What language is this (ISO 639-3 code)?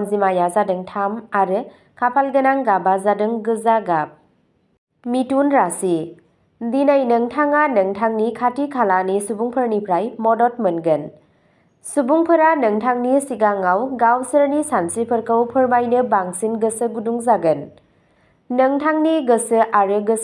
brx